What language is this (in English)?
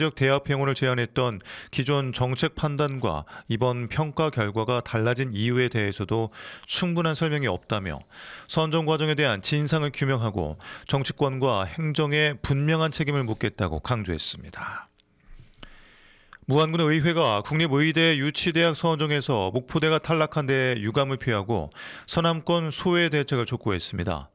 Korean